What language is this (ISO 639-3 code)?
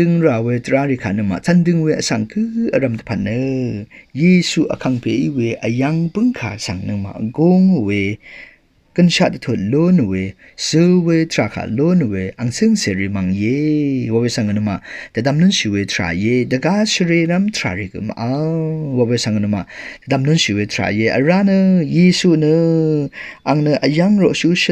raw